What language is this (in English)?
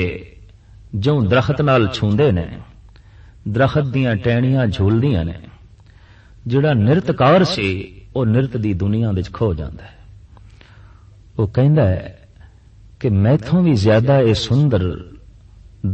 Punjabi